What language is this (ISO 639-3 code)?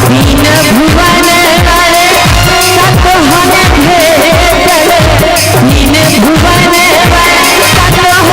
mai